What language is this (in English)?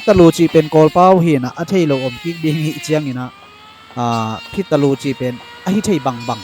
Tedim Chin